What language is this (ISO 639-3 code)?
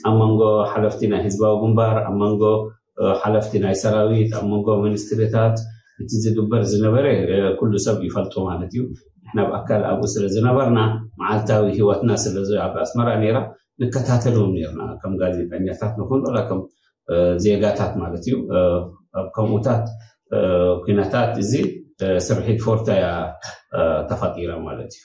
tir